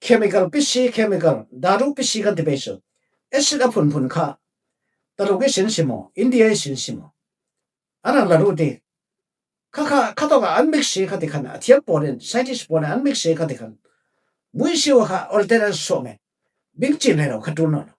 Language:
Falam Chin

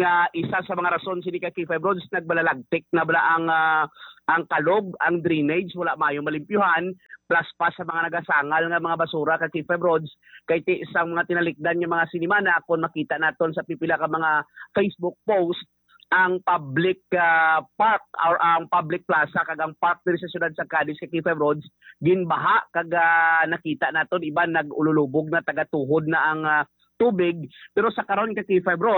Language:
Hiligaynon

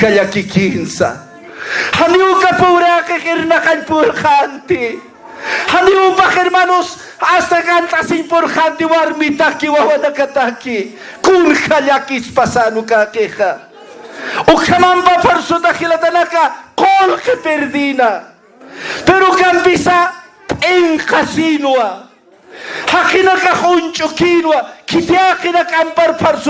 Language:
Aymara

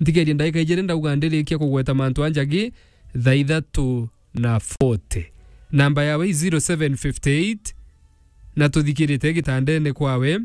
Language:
Meru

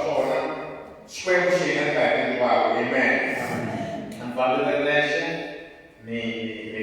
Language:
Tsonga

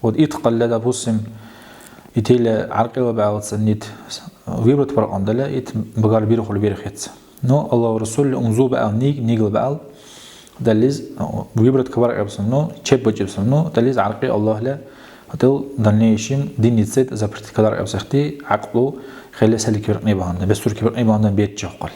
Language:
Dargwa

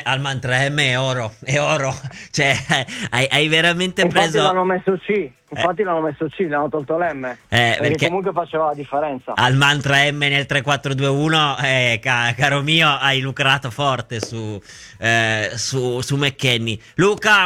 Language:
Italian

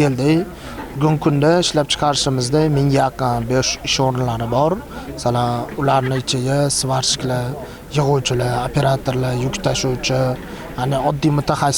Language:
Uzbek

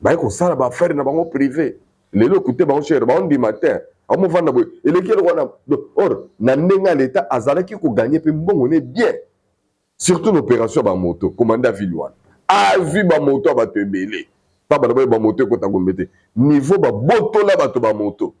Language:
Lingala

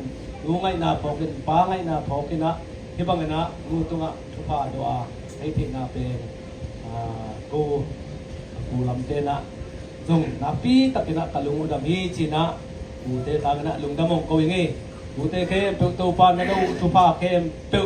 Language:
Tedim Chin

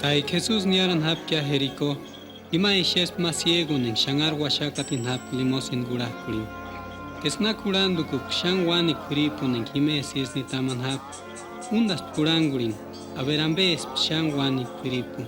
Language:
Purepecha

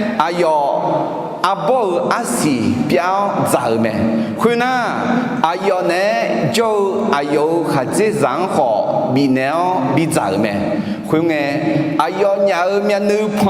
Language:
Akha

